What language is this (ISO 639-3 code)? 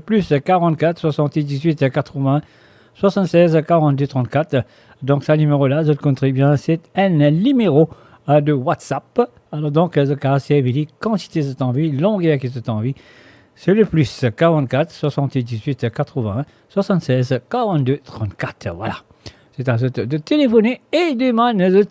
mfe